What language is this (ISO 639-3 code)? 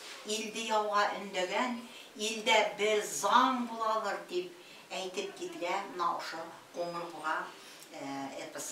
bak